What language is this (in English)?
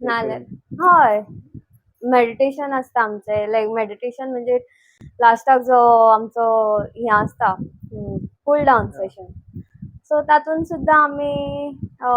Konkani